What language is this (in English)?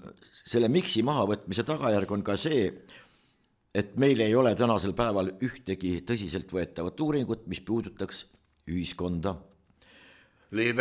Estonian